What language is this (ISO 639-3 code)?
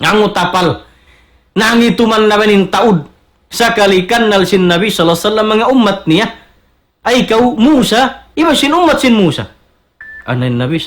tsg